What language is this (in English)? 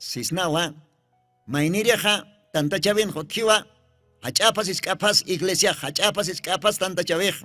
Aymara